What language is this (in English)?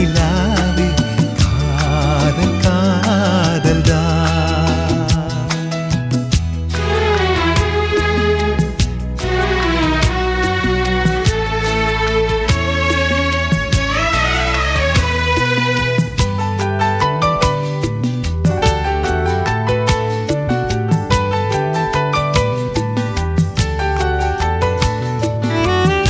Tamil